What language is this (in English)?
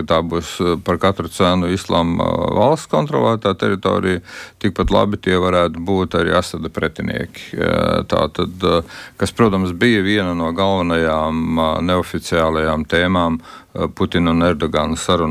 Latvian